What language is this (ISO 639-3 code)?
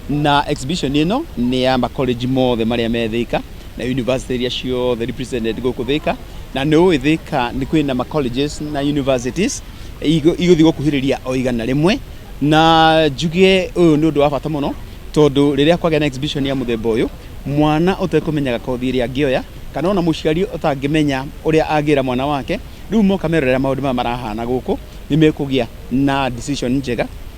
kik